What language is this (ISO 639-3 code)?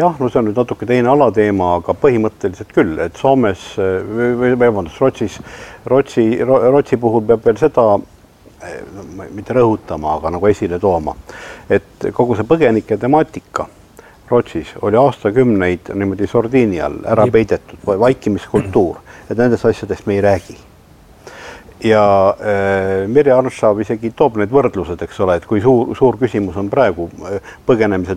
est